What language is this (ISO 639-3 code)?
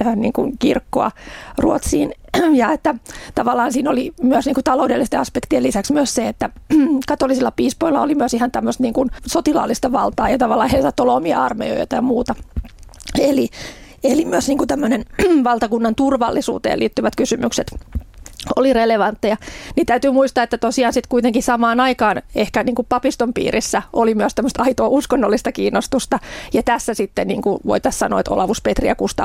fin